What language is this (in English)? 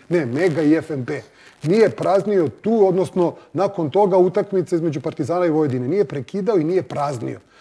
Serbian